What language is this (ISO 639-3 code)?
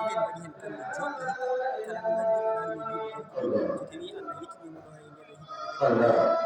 ful